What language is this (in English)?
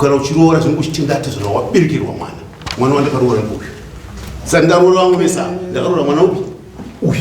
Shona